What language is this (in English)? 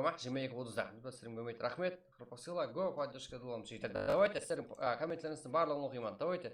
Kara-Kalpak